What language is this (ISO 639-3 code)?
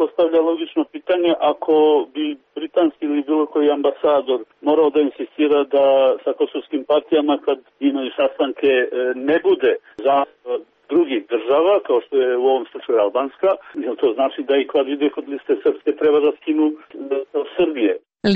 srp